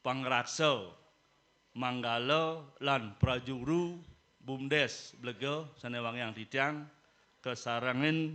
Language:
Balinese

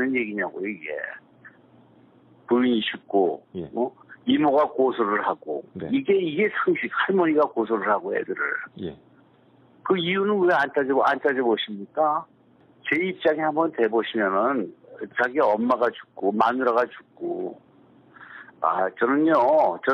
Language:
Korean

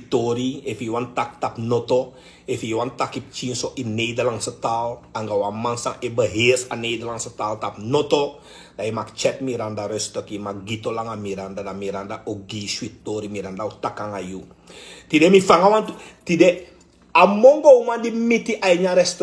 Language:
Sranan Tongo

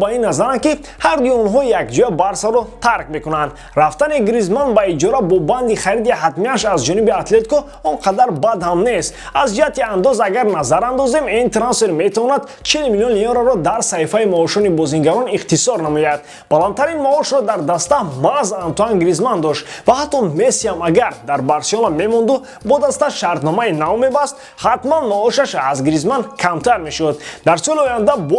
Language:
Tajik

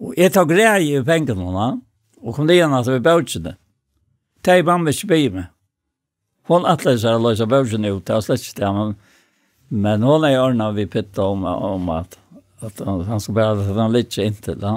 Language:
Faroese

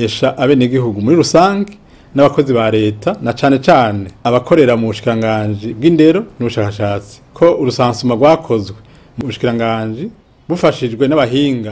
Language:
Rundi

